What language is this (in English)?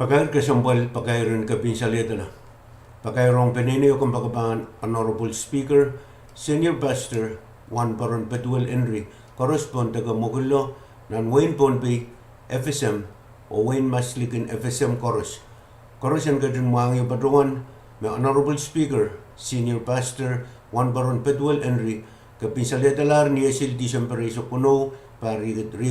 Pohnpeian